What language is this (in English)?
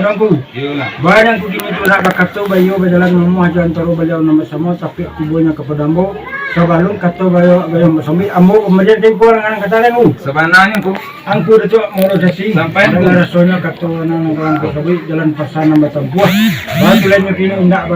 Minangkabau